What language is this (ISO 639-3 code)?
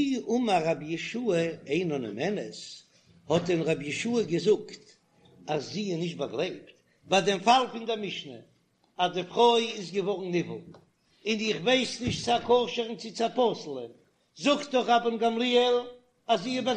yid